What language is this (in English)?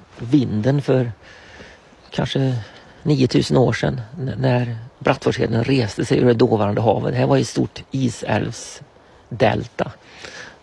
Swedish